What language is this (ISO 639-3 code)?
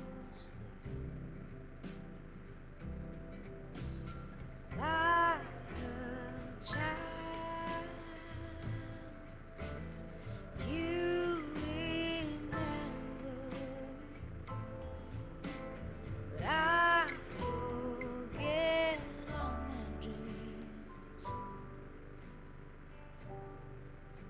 hrv